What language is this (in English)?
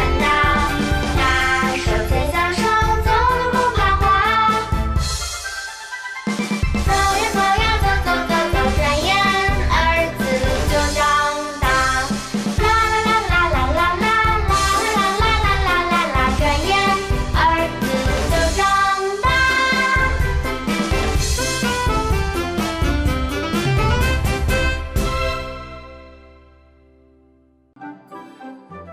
Chinese